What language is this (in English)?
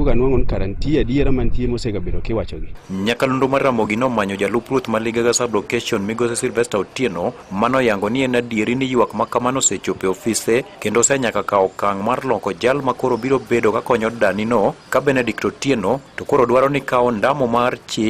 Luo (Kenya and Tanzania)